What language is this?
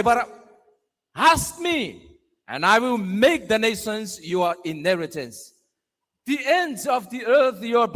Gilbertese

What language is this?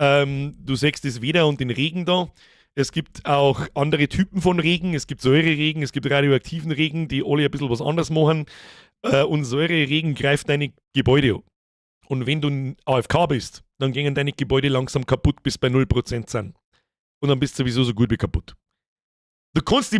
Bavarian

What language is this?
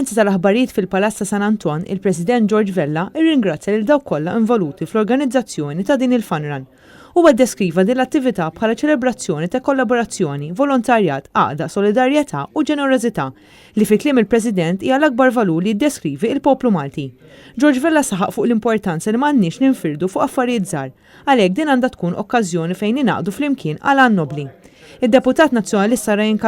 Maltese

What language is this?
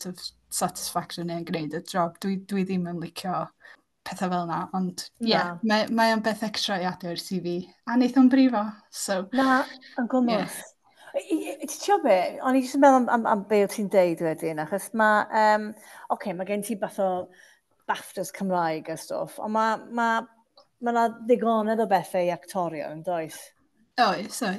Welsh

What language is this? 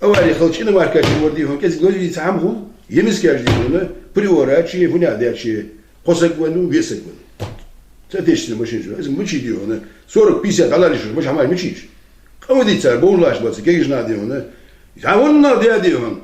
Ingush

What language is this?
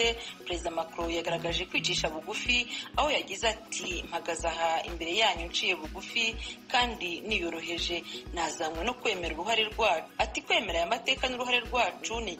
Kinyarwanda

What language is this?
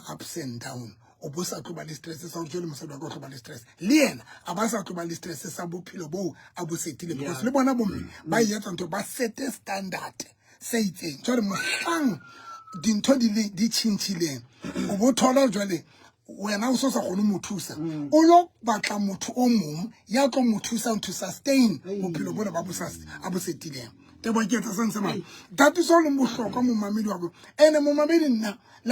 Southern Sotho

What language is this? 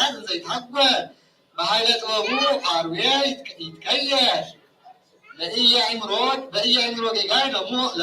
Geez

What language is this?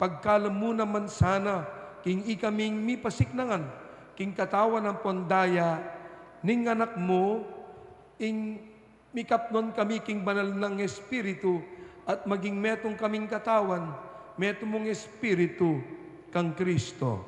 Pampanga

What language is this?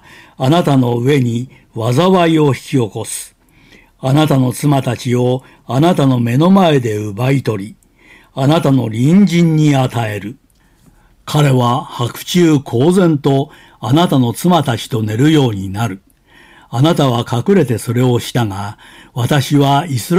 Japanese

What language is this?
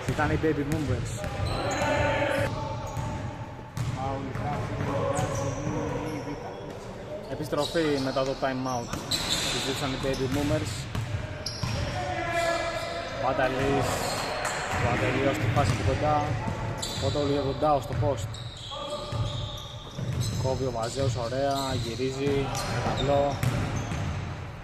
Greek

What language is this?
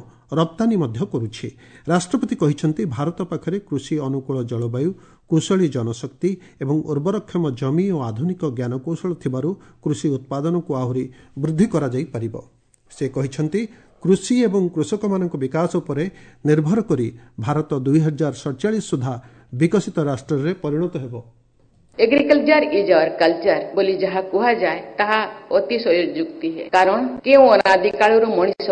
Odia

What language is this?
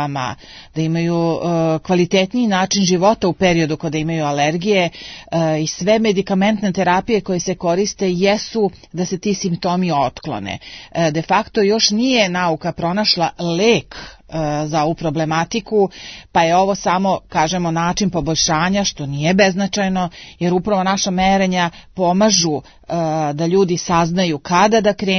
Serbian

